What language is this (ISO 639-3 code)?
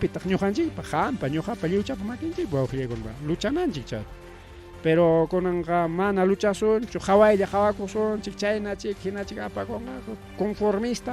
quy